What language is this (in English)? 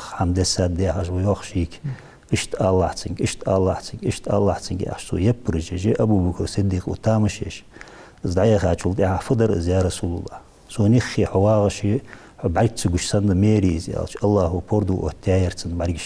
Ingush